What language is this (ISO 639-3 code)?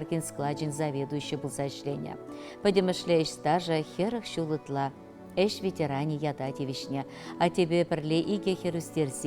chv